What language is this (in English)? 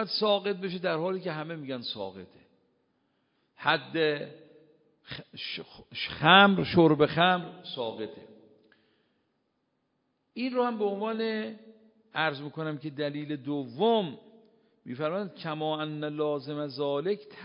Persian